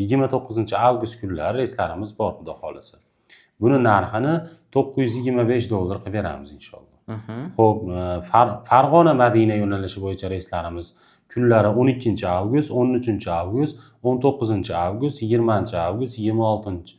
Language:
Uzbek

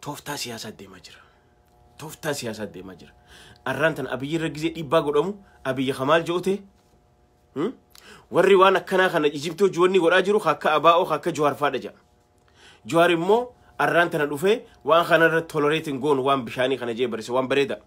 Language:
Oromo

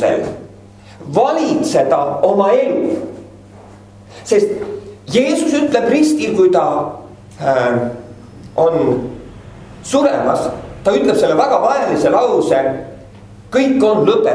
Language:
Estonian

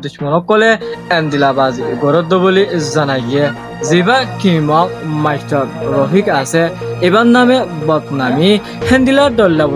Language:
Rohingya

